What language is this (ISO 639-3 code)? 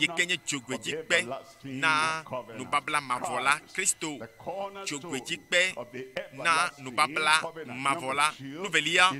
ewe